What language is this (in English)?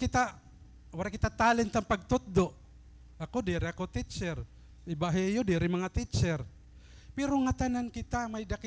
Waray